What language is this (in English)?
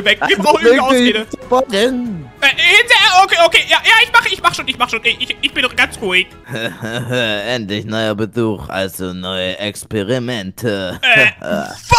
German